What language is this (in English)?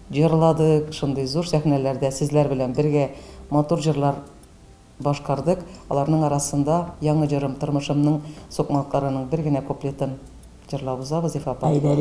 Tatar